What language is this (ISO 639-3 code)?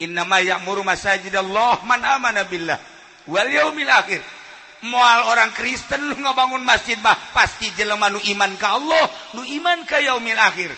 sun